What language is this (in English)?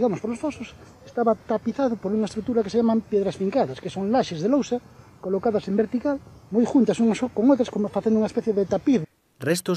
Galician